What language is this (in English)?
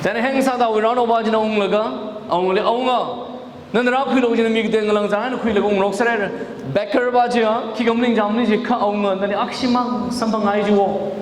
Tangkhul Naga (India)